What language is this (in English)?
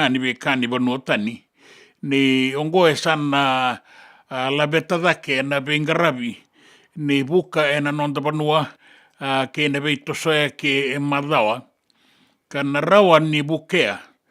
Fijian